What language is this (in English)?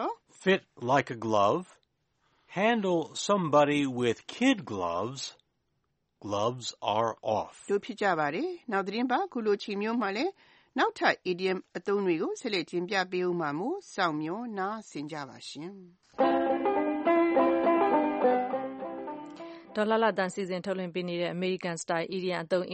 Burmese